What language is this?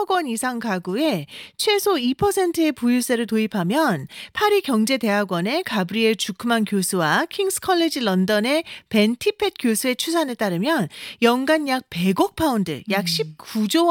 Korean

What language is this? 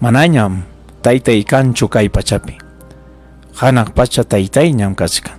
Ayacucho Quechua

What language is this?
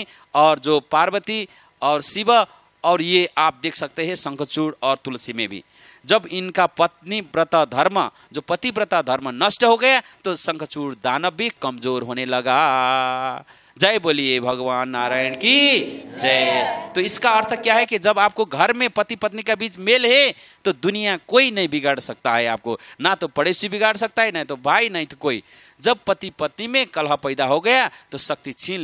Hindi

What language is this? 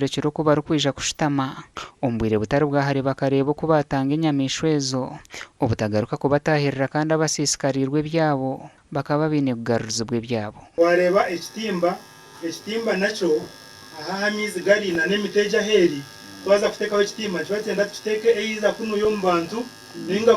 Nyankole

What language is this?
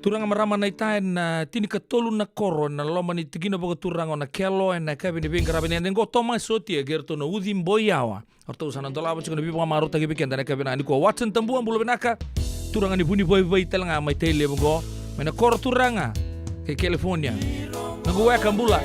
Fijian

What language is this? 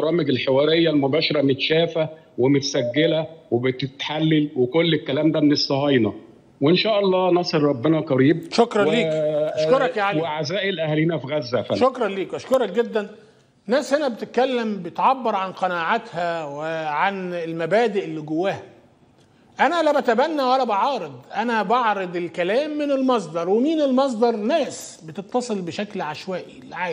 Egyptian Arabic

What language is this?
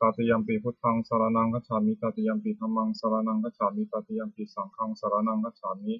Pali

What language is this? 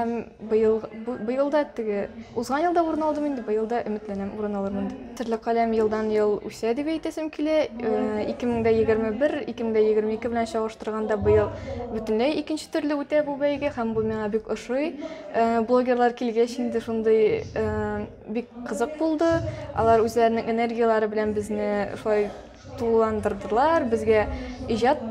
Tatar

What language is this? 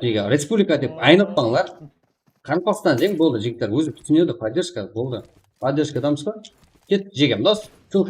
Kara-Kalpak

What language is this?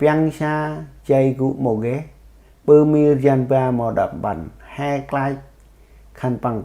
Central Mnong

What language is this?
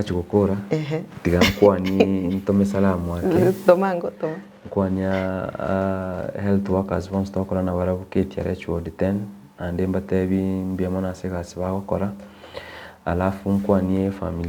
Gusii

